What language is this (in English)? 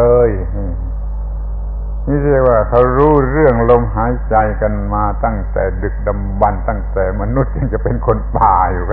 Thai